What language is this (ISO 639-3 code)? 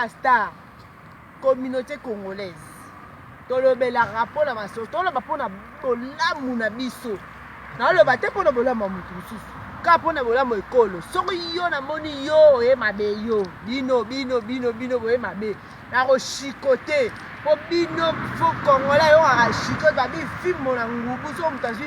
lin